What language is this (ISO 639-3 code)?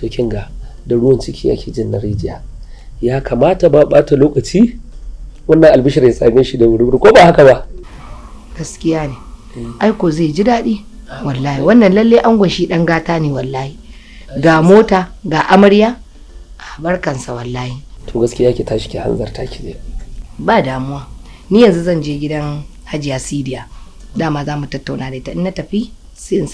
hau